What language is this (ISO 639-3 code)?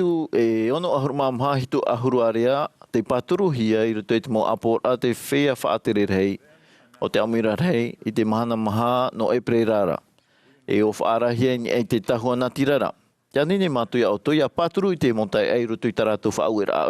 tah